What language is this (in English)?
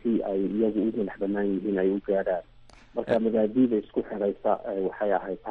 Somali